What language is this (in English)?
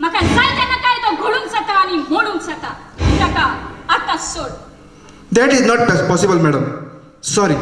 Konkani